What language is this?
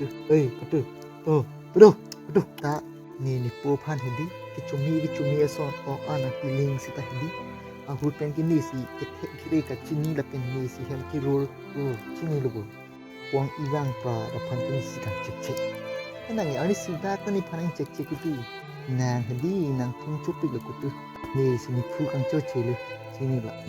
Karbi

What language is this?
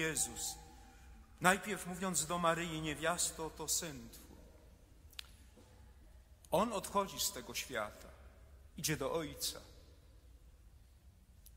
Polish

